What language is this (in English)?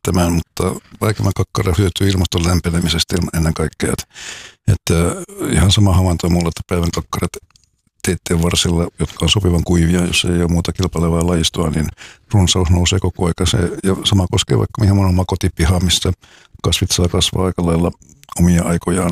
Finnish